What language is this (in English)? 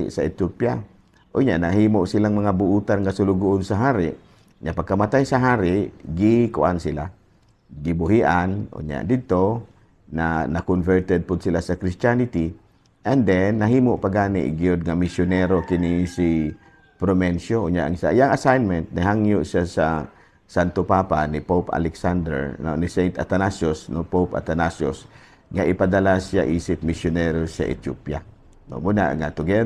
Cebuano